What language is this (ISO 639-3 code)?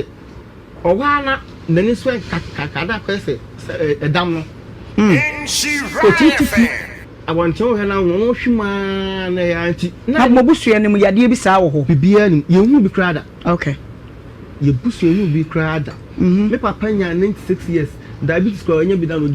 aka